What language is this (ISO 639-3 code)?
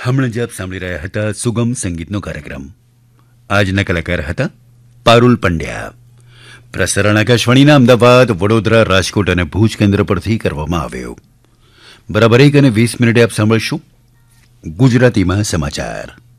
guj